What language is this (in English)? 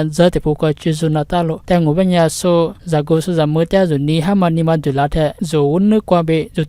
Lisu